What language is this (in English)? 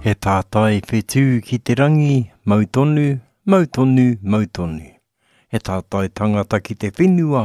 Māori